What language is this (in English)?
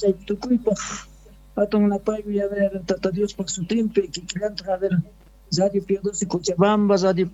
Quechua